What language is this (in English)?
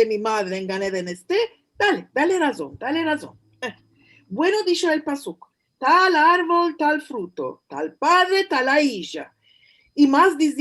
Ladino